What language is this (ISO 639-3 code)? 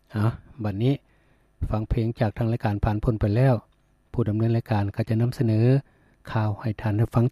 lao